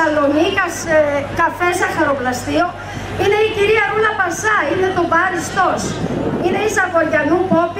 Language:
Greek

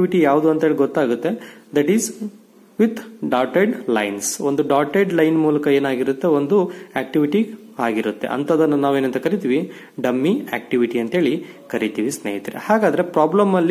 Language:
Kannada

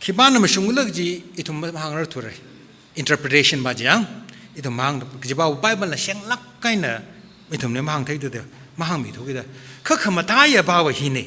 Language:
Tangkhul Naga (India)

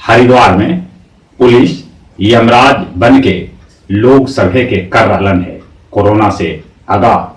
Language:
Magahi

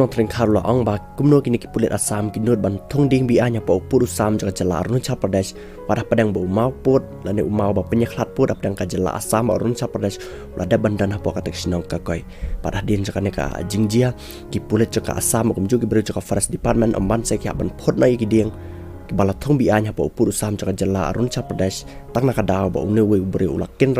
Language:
Khasi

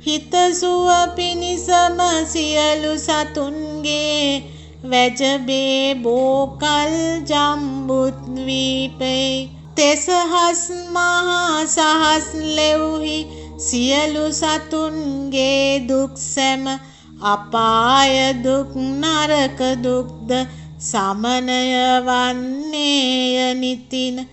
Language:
Sinhala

